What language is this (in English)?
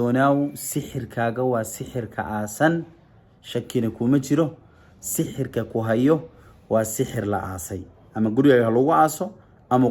Somali